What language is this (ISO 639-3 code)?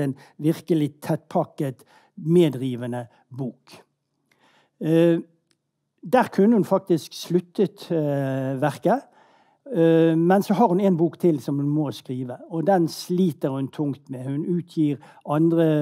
nor